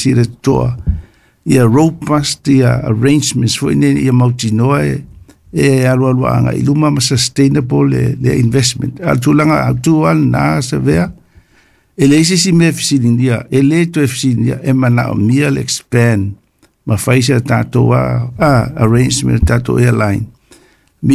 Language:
Samoan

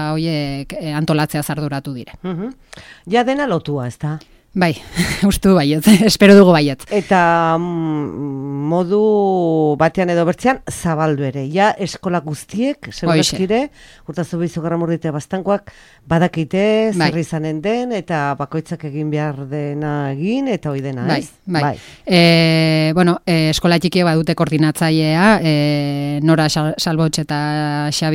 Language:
Basque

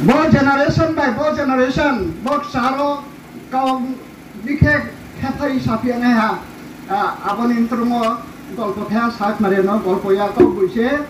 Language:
Riang (India)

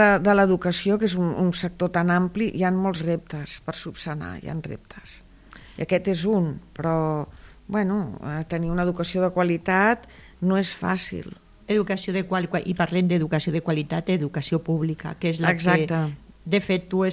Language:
Catalan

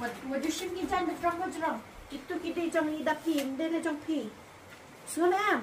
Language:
Khasi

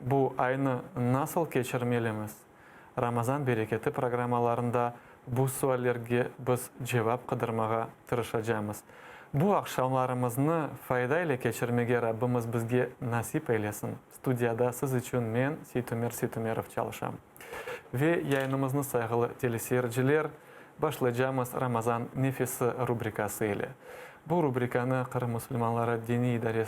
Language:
Crimean Tatar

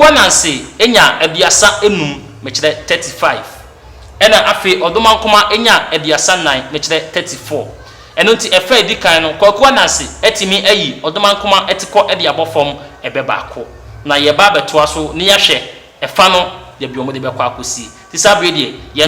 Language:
Akan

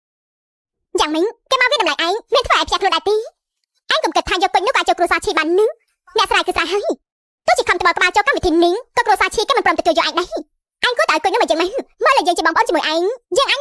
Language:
Khmer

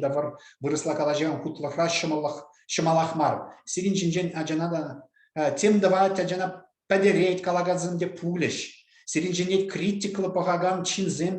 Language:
Chuvash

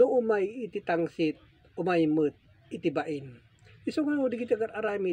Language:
Iloko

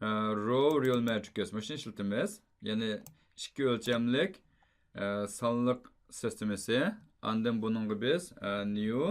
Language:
Uyghur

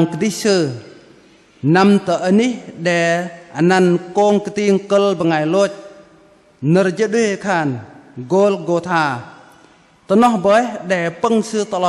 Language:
Bahnar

